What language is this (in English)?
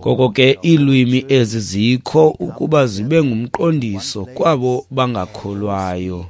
Xhosa